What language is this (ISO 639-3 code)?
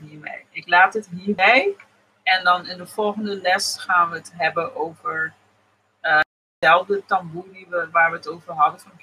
nld